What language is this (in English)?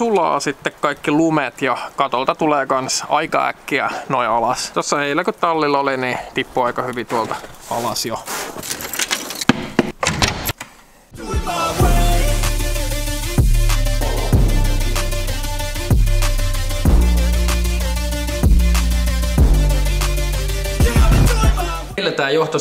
Finnish